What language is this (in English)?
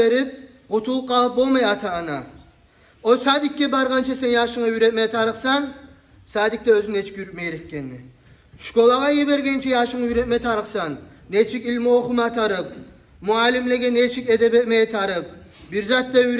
Kumyk